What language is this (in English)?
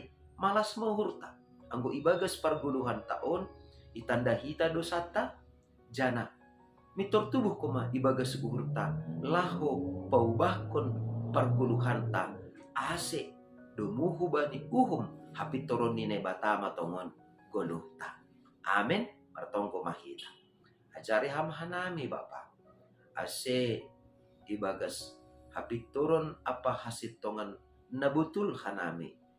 Batak Simalungun